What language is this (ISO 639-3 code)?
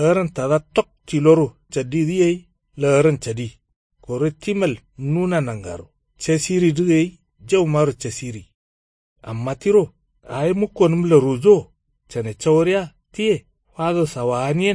kau